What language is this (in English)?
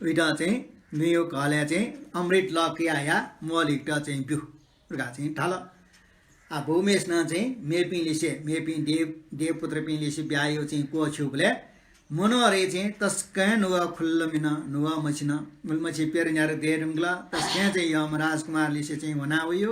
Newari